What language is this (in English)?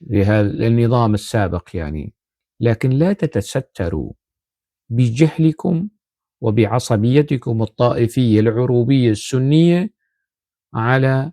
North Levantine Arabic